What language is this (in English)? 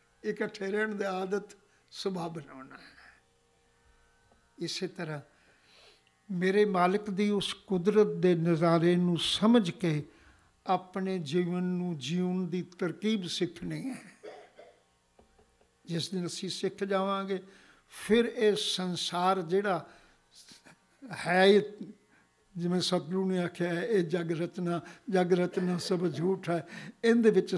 Punjabi